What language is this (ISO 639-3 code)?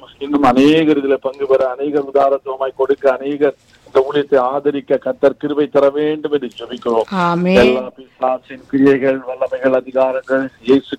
tam